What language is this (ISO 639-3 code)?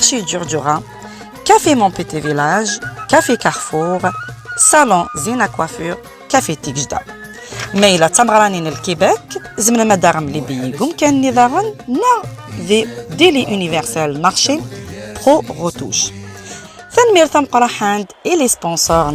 kab